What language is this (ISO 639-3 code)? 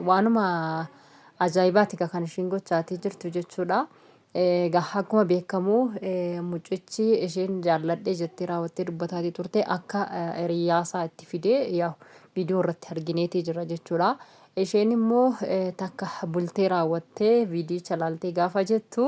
orm